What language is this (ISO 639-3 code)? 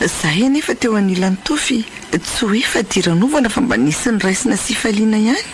mlg